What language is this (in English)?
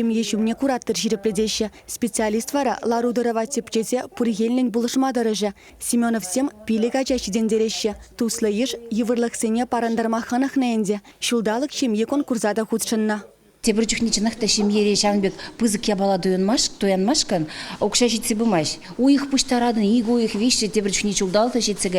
Chuvash